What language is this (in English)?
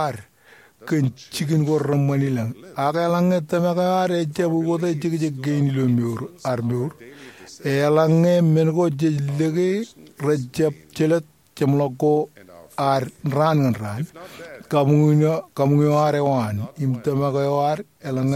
Marshallese